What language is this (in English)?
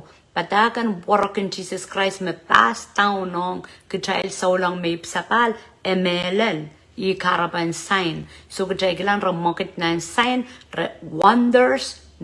Pohnpeian